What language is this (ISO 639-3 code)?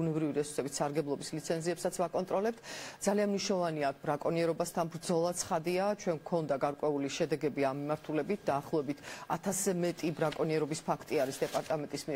kat